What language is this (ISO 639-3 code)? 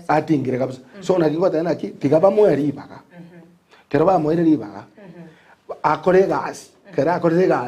guz